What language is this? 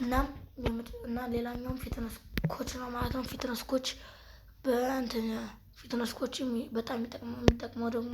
Amharic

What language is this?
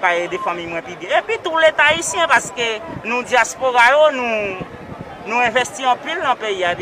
Haitian Creole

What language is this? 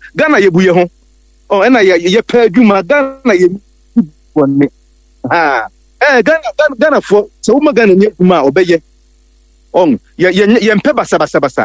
Akan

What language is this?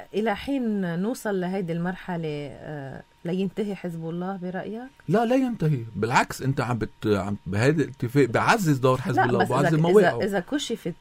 North Levantine Arabic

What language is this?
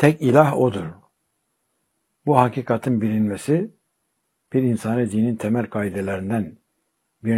Turkish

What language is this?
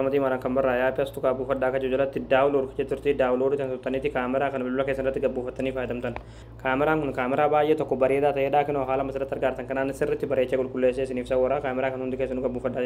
Oromo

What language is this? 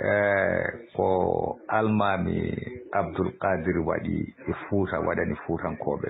Fula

